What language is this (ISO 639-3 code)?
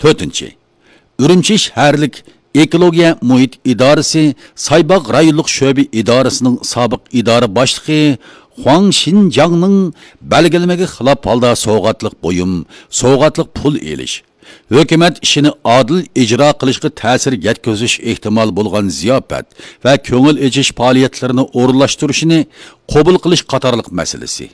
uig